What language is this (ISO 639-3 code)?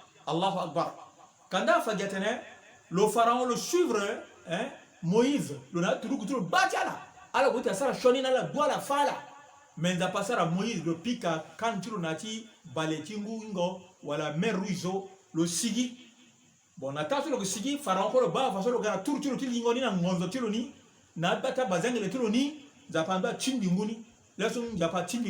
sag